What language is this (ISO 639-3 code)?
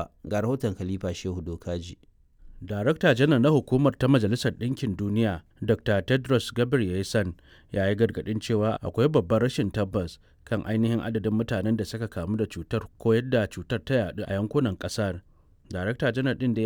hau